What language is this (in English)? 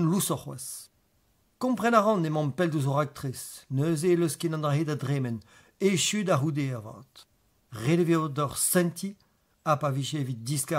Breton